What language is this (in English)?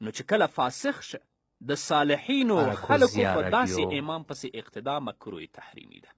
Pashto